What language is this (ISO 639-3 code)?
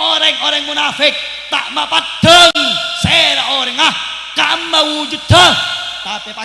mad